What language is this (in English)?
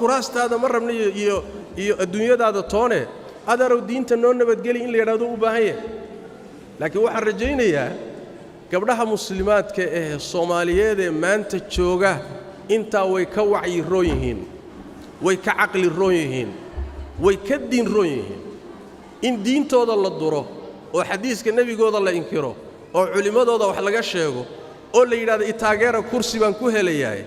Somali